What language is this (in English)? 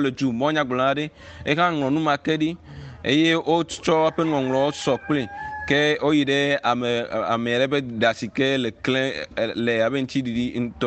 Ewe